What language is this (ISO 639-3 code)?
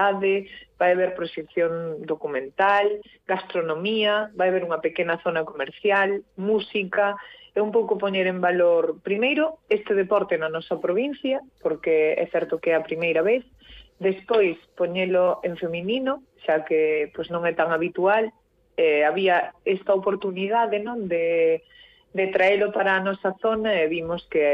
glg